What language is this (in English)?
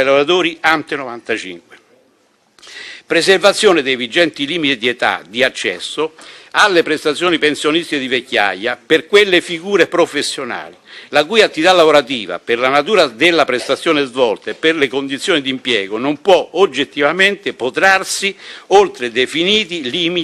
Italian